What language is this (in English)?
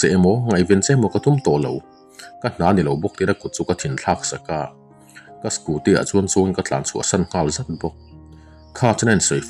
Mizo